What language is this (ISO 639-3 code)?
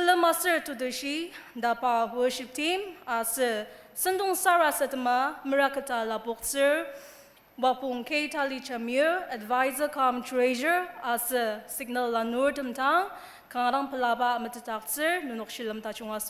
njo